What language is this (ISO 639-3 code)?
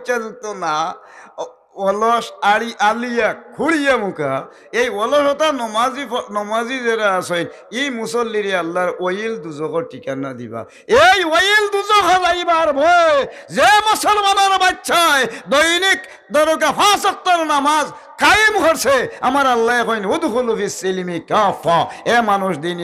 syl